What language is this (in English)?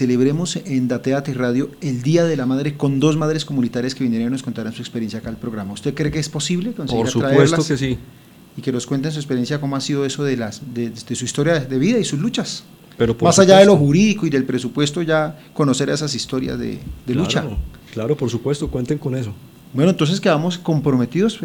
Spanish